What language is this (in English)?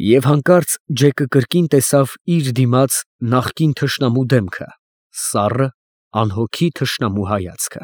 Armenian